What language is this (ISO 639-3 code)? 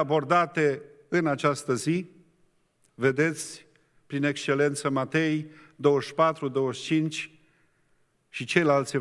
ron